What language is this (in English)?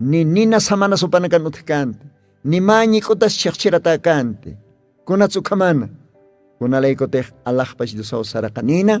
Aymara